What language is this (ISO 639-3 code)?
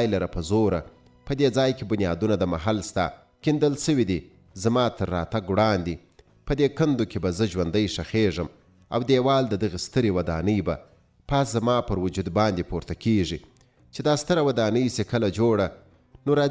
pus